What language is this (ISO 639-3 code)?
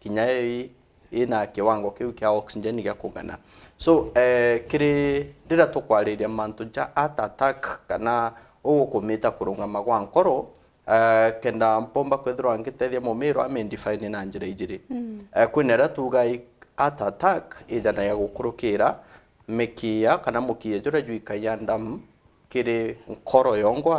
mer